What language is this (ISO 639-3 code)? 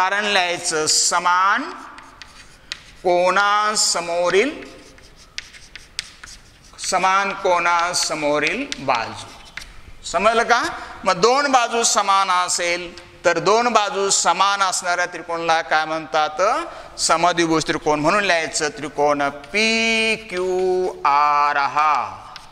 mar